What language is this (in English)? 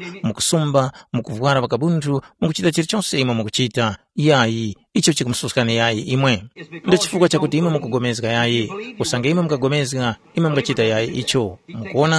Tumbuka